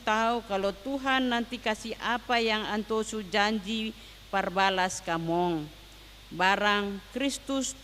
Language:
Ambonese Malay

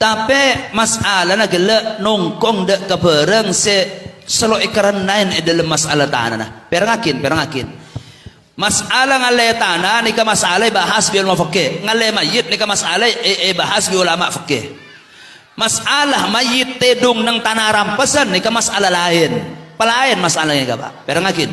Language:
Madurese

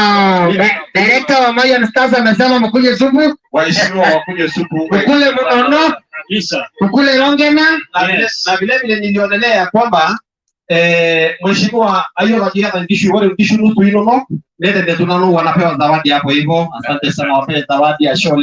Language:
Masai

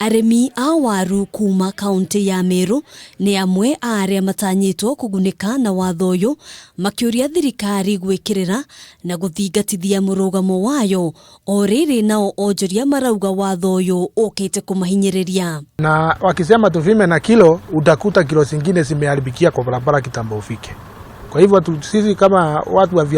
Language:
Kikuyu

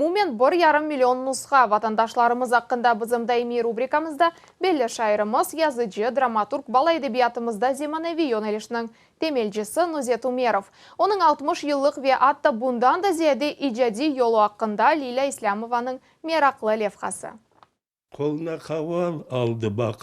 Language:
Crimean Tatar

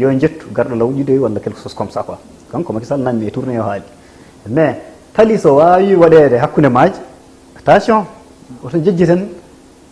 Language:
Fula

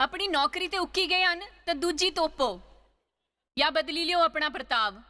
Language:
Dogri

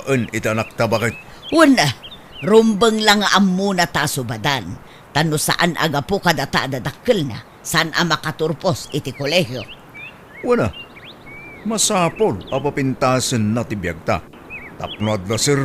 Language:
Iloko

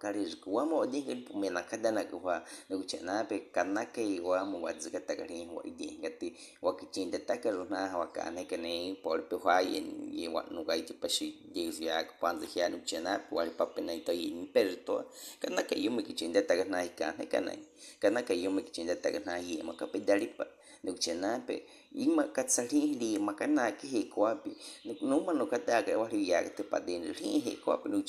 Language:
Baniwa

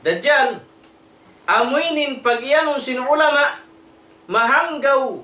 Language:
Tausug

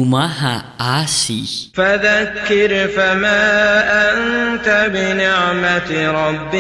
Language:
Sundanese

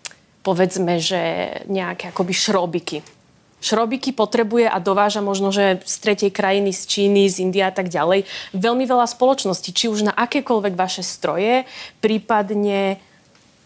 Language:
Slovak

